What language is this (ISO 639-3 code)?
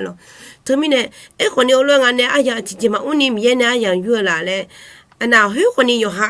ahk